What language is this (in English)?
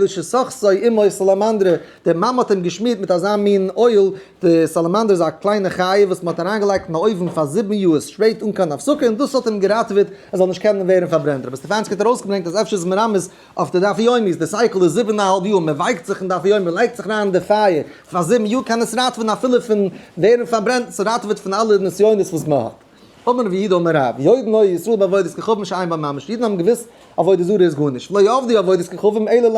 Yiddish